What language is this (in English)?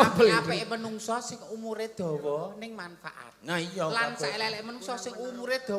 Javanese